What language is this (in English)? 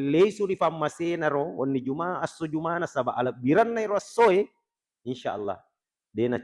Buginese